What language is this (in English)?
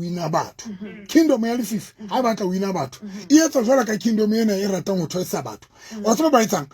Southern Sotho